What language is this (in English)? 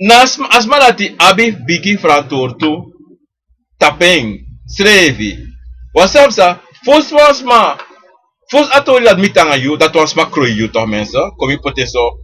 Sranan Tongo